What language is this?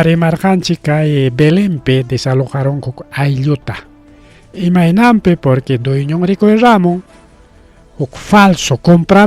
Ayacucho Quechua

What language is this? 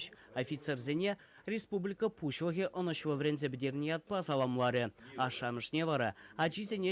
Chuvash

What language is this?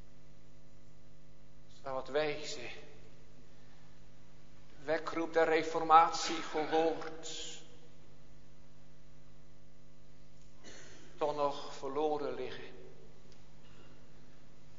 Dutch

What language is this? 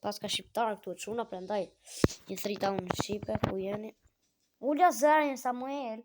Albanian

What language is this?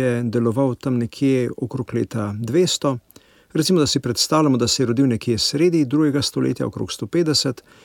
Slovenian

